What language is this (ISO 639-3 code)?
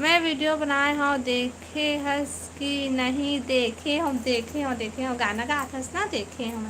hne